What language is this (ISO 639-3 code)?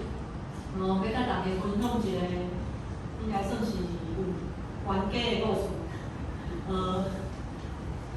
nan